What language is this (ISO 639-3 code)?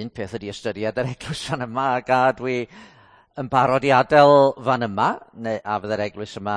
cym